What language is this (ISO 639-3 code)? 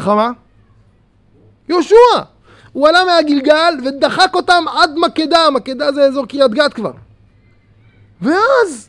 heb